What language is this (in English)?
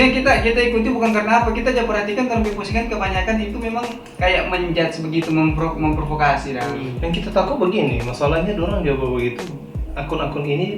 Manado Malay